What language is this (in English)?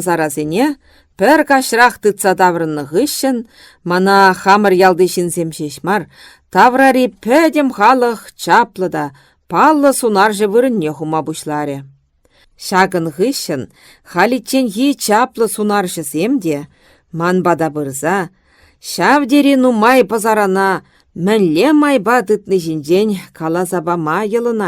Chuvash